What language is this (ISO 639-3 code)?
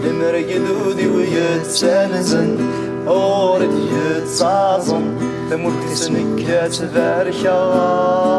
kab